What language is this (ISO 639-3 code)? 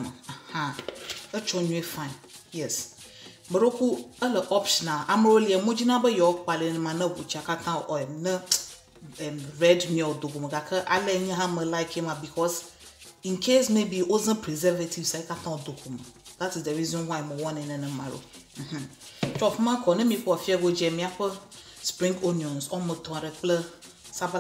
ewe